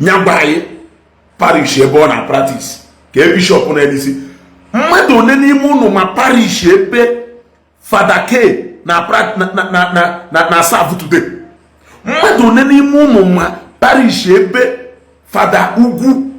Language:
Igbo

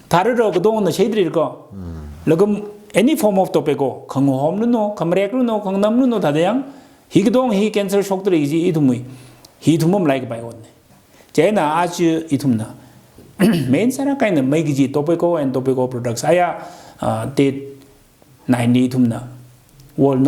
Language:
Tangkhul Naga (India)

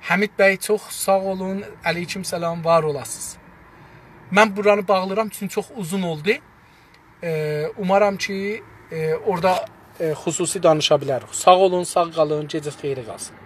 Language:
South Azerbaijani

